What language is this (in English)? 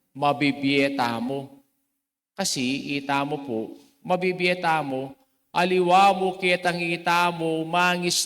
Pampanga